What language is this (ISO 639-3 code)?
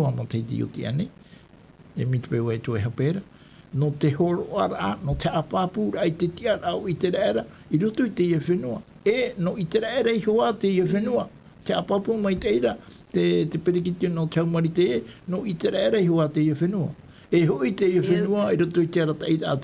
tah